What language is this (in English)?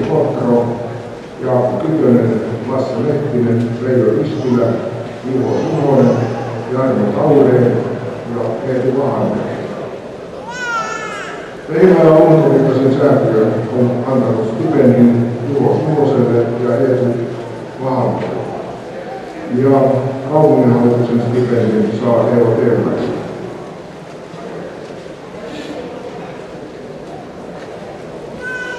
Finnish